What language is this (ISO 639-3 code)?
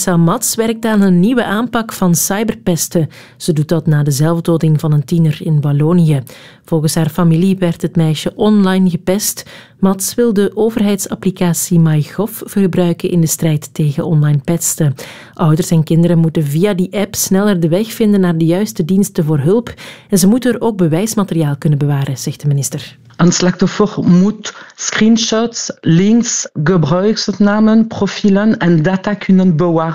nld